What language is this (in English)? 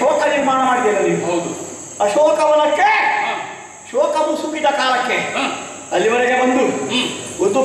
Kannada